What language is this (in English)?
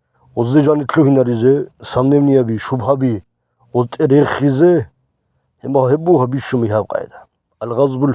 Avaric